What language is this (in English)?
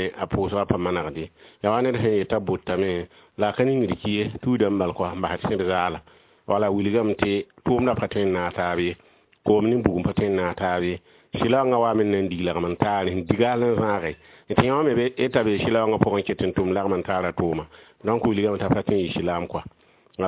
Mossi